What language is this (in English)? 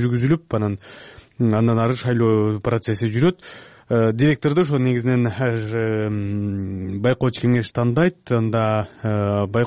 Kyrgyz